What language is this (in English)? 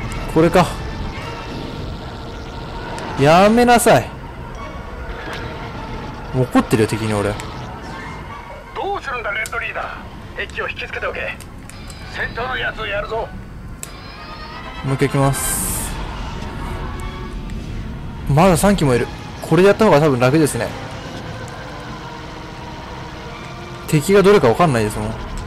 Japanese